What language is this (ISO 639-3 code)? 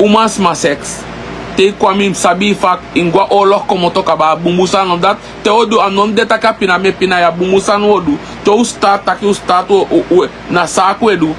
srn